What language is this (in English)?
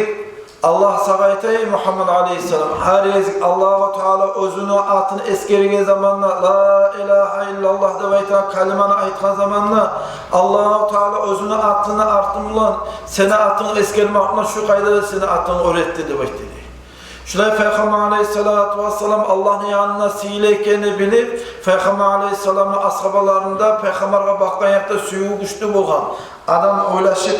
Kumyk